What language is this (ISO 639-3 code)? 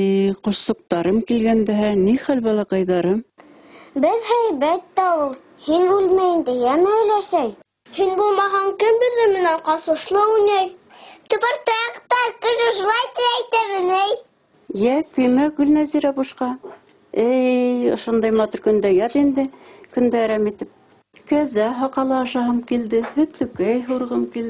bak